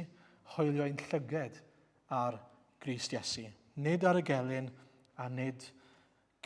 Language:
Welsh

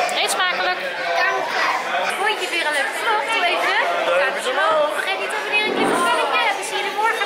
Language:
Dutch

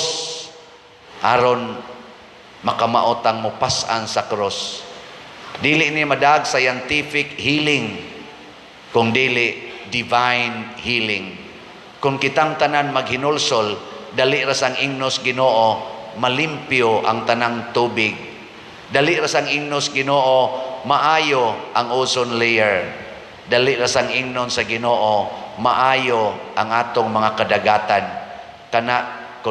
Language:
Cebuano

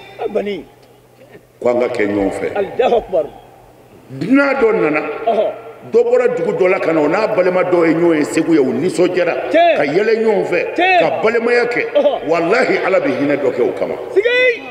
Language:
Bambara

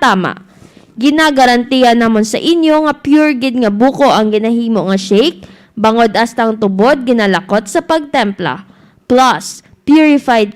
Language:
Hiligaynon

